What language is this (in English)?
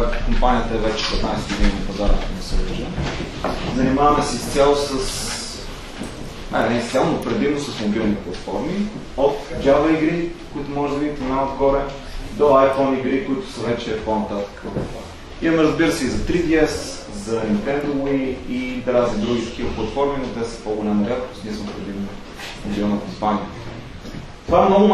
Bulgarian